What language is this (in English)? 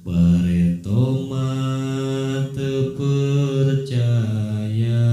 Sundanese